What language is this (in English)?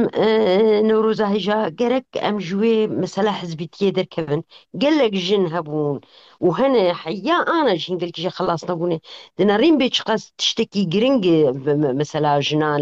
Kurdish